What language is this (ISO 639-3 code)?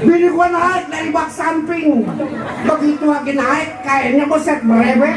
bew